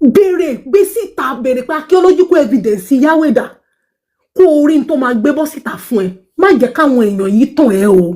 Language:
Yoruba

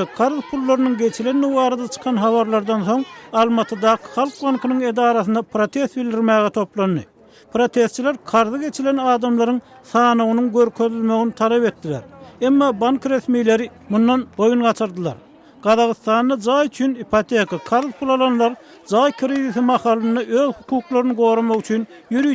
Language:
Turkmen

